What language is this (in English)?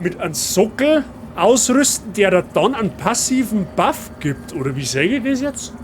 Bavarian